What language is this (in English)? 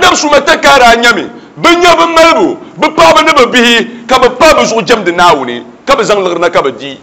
Dagbani